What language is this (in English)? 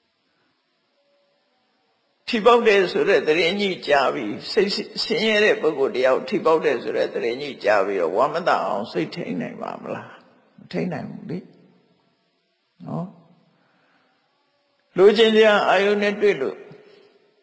Burmese